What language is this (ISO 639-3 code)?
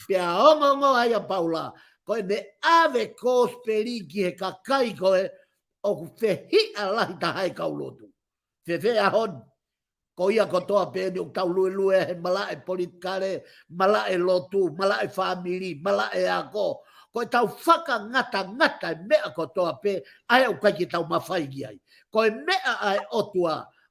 ton